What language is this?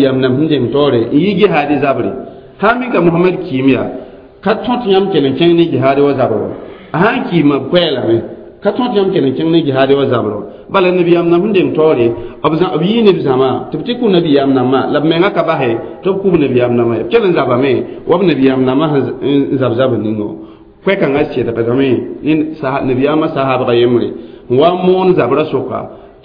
Mossi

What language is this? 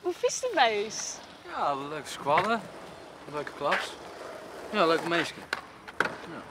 Western Frisian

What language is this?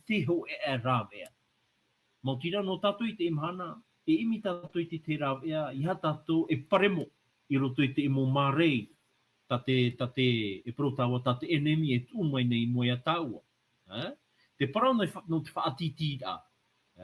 Tahitian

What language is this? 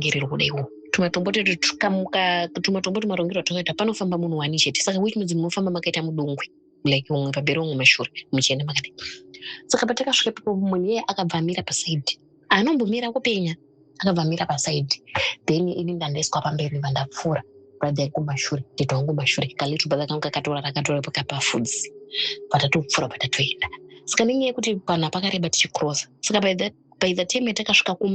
Shona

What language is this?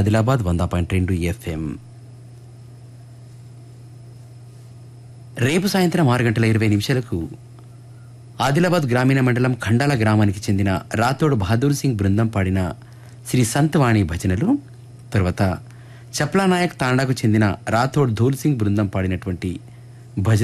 Telugu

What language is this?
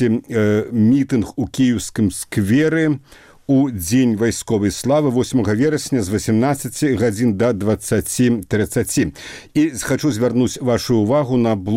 Belarusian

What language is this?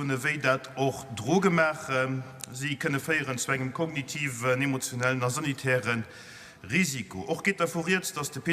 Luxembourgish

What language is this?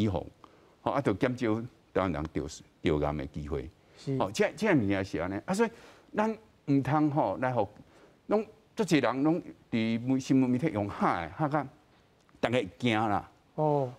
Min Nan Chinese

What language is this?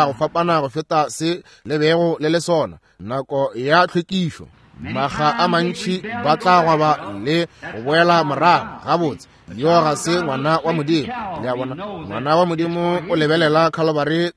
Northern Sotho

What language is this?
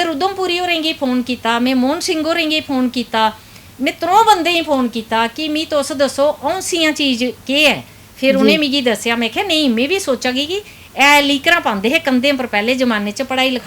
Dogri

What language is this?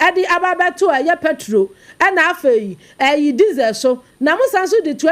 Akan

